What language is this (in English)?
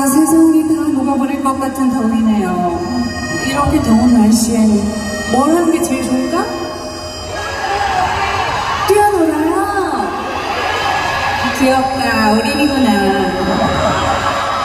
Korean